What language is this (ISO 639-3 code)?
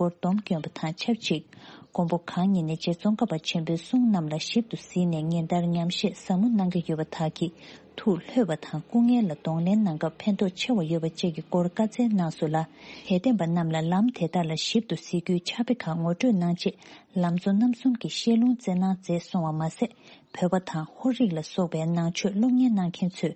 bod